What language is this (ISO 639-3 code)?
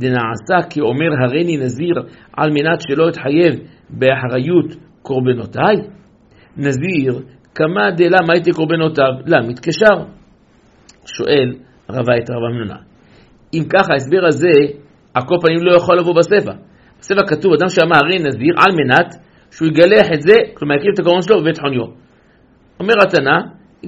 heb